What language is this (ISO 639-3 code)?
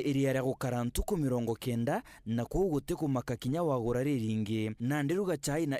mer